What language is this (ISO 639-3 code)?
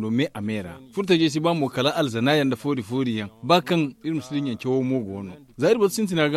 dje